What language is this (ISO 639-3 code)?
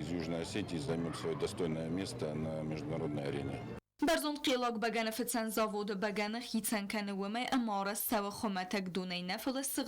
oss